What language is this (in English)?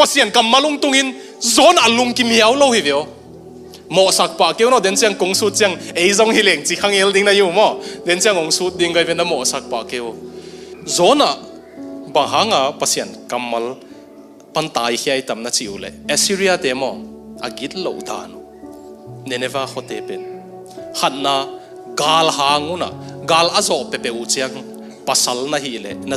Tedim Chin